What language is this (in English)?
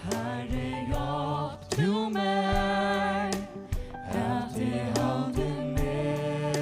Faroese